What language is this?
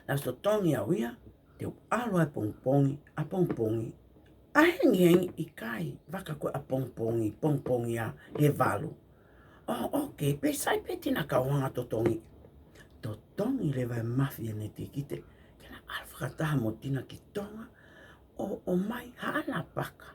Tongan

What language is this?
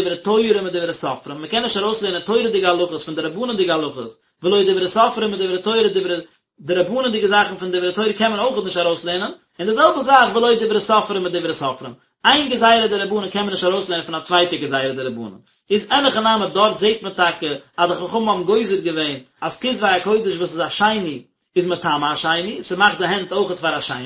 Yiddish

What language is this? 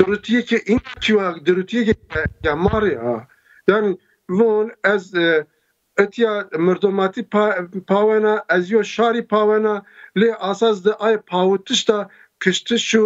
Zaza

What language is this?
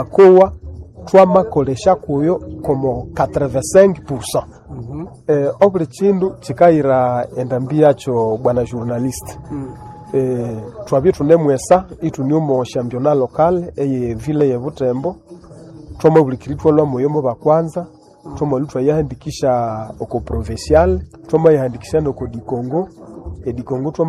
Nande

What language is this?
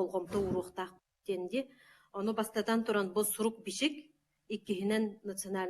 Yakut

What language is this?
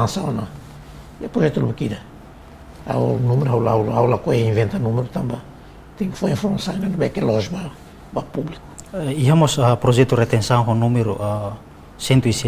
Tetum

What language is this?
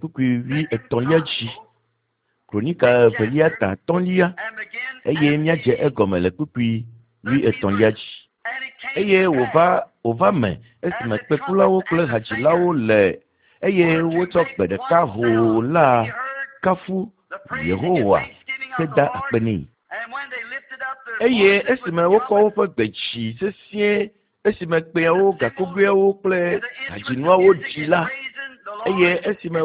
Ewe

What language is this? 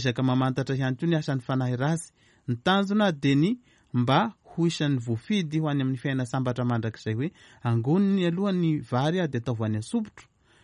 Malagasy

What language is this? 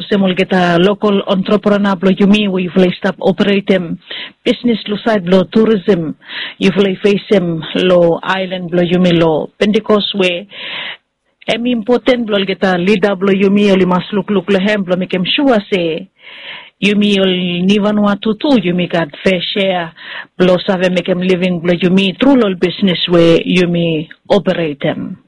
Bislama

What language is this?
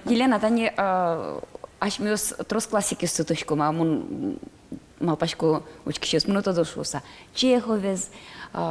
Udmurt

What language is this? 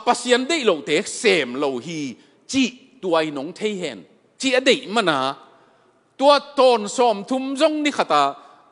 Tedim Chin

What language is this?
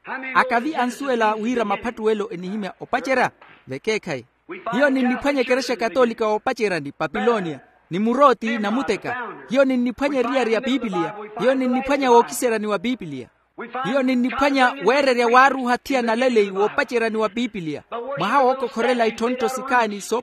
Makhuwa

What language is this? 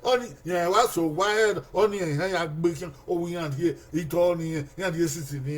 Bini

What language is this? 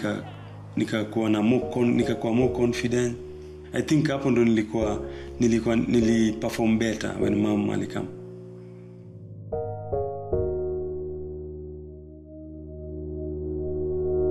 Swahili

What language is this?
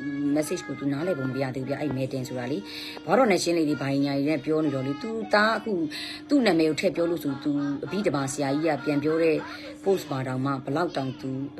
Burmese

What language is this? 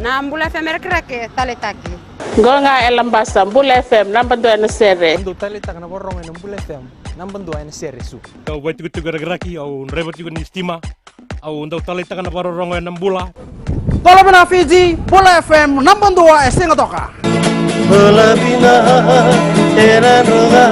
Fijian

